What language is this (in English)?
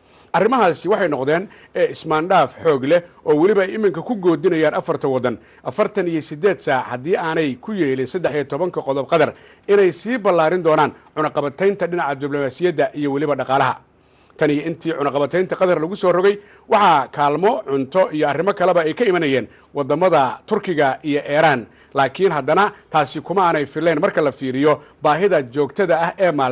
Somali